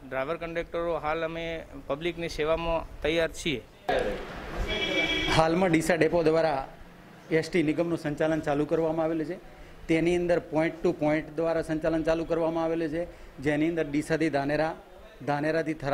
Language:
Gujarati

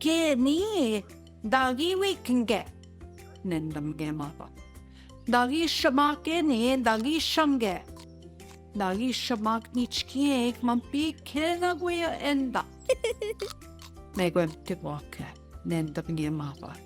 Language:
Central Ojibwa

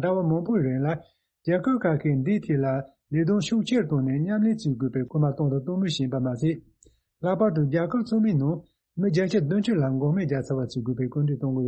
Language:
Tibetan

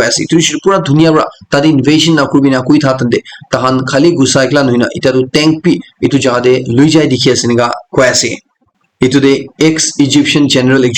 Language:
Naga Pidgin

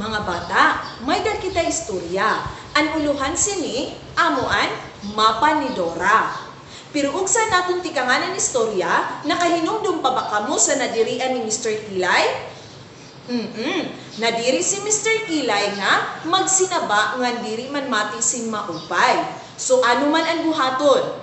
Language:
Waray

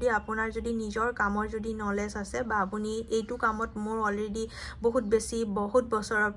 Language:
Assamese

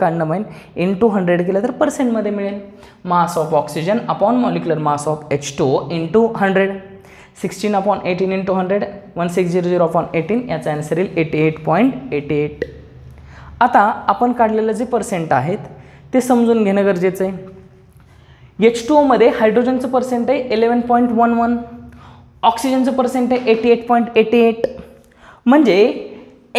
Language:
Marathi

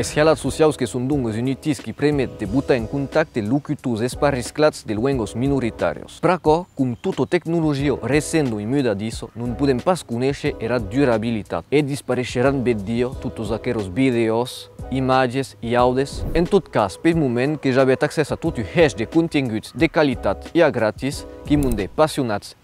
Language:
Occitan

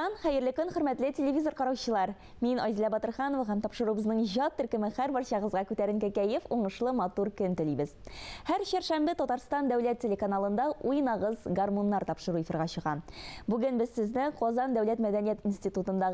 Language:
Tatar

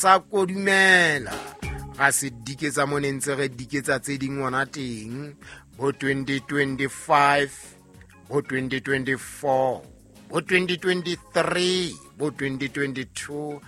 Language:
Southern Sotho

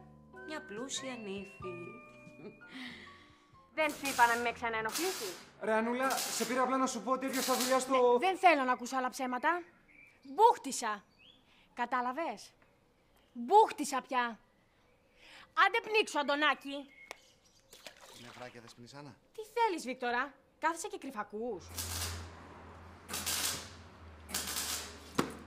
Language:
Greek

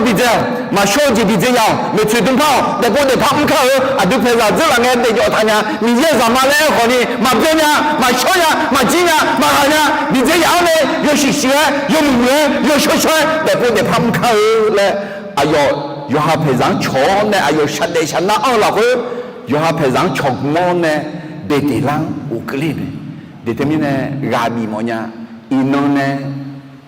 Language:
Akha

